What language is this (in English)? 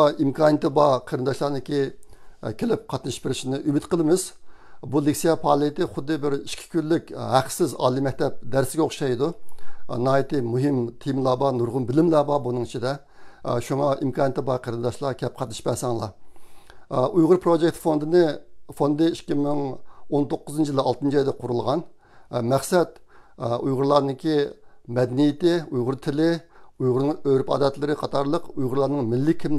Uyghur